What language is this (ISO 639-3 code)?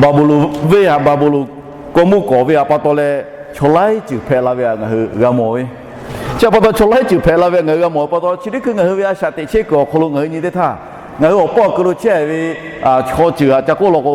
lhu